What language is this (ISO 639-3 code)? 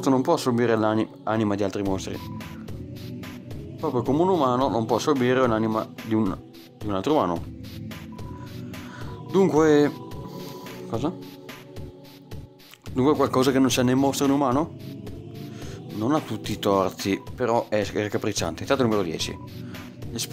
ita